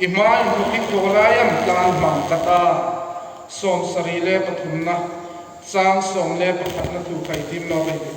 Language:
Hmar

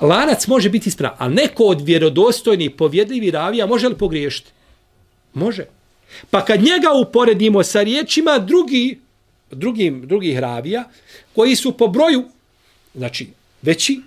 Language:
Bosnian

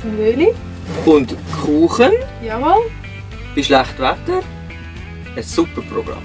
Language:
Swiss German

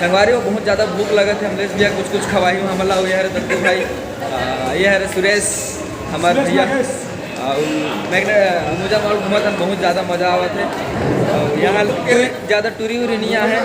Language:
Chhattisgarhi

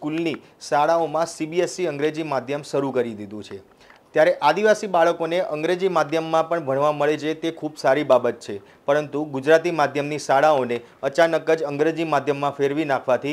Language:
Gujarati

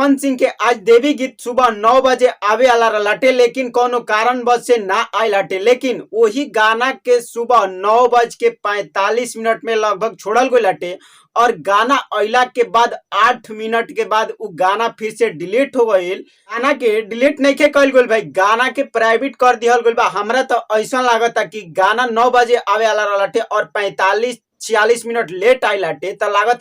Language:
Bhojpuri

